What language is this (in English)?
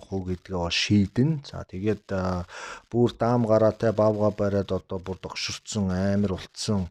Mongolian